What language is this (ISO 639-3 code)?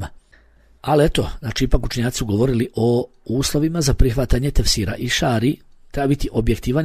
bos